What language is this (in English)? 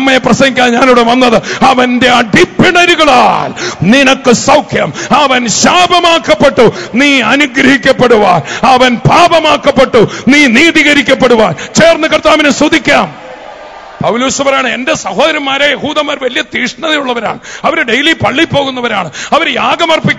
Malayalam